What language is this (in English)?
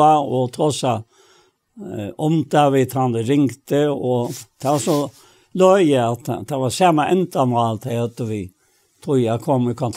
Faroese